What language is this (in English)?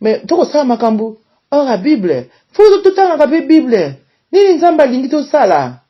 Lingala